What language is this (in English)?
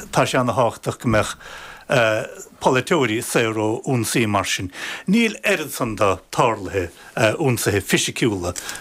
Irish